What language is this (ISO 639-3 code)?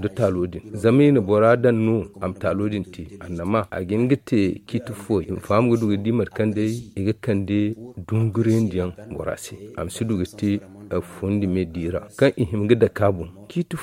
dje